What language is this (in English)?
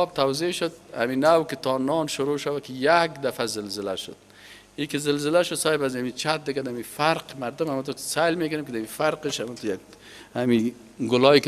Persian